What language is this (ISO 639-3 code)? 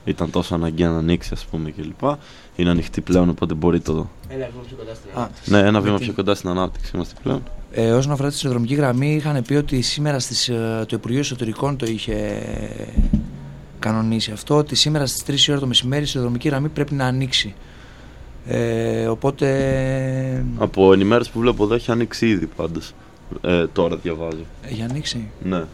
ell